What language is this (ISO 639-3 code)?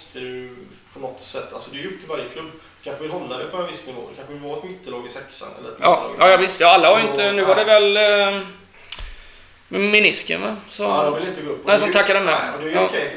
swe